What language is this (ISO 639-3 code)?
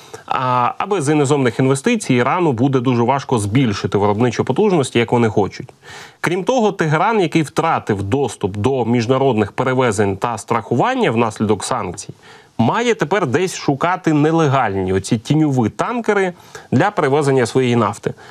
ukr